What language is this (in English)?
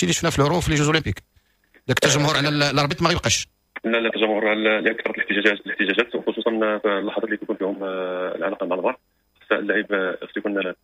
Moroccan Arabic